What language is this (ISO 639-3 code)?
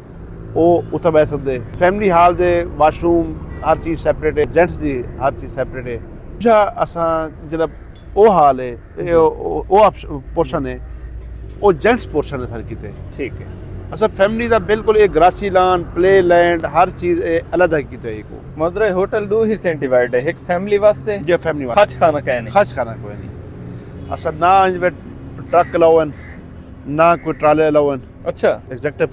skr